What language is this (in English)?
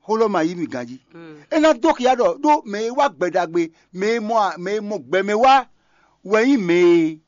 Fon